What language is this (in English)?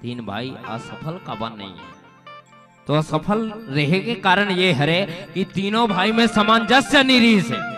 Chhattisgarhi